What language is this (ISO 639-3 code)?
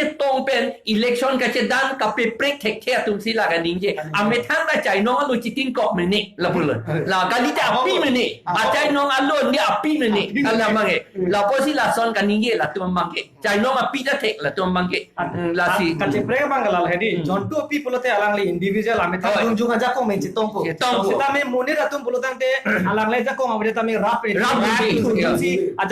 mjw